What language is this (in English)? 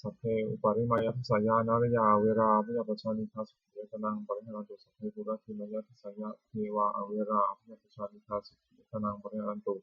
Pali